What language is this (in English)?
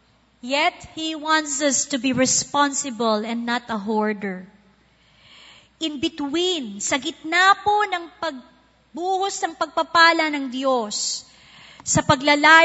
Filipino